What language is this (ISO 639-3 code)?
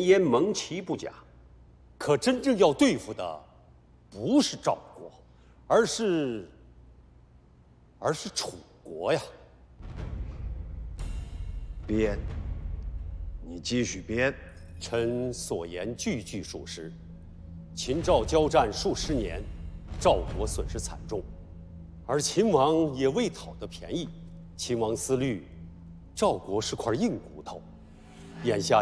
zho